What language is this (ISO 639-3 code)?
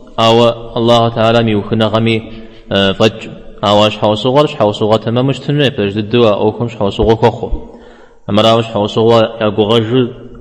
kbd